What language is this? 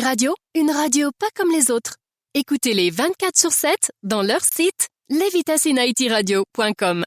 Haitian Creole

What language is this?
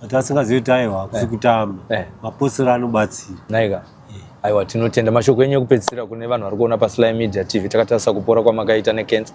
Shona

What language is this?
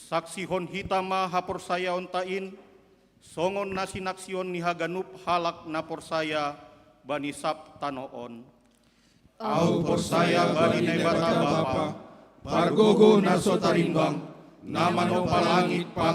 Batak Simalungun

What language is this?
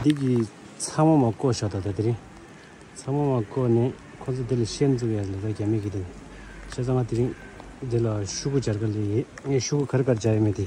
Tibetan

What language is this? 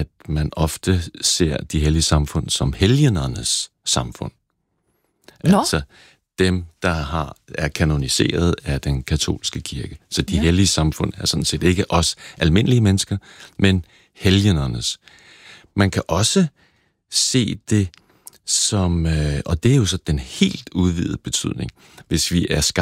Danish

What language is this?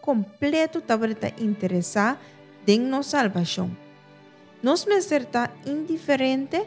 Papiamento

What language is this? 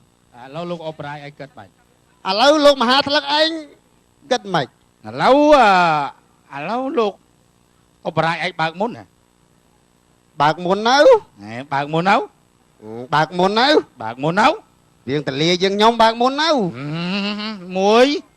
Khmer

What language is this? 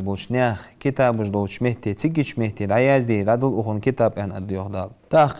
Ingush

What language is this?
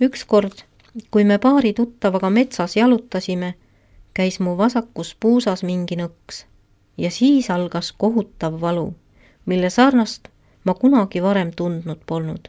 Estonian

